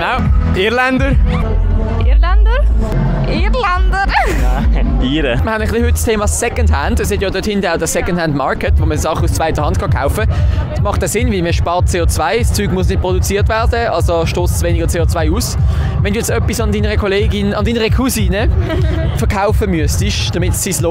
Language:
Swiss German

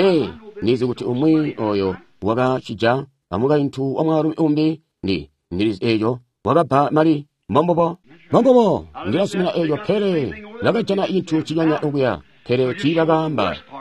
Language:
Tonga (Zambia)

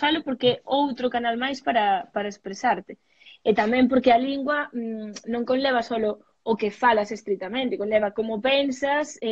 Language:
Galician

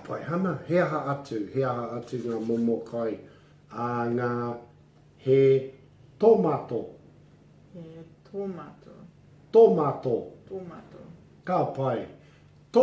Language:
Māori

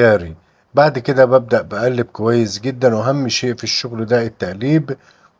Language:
Egyptian Arabic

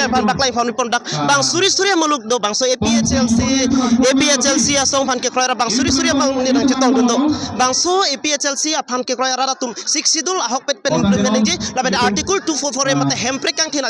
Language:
Karbi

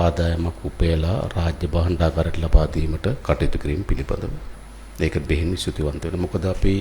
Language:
Sinhala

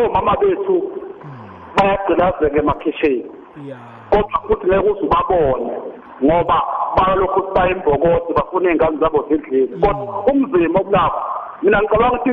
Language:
South Ndebele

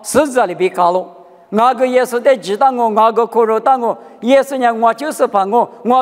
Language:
Lisu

